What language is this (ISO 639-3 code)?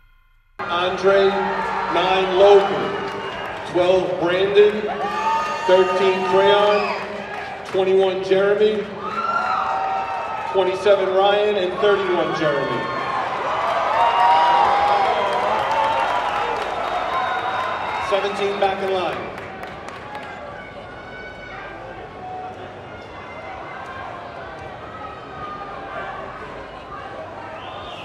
eng